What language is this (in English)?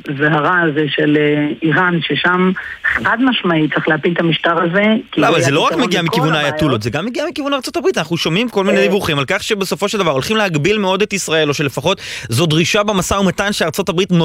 Hebrew